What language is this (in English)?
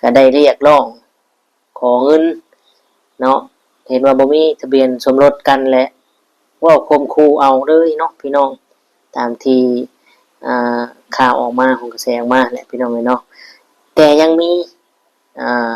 Lao